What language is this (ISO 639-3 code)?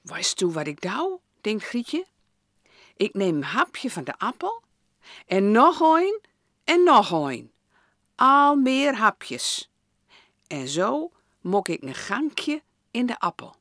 gos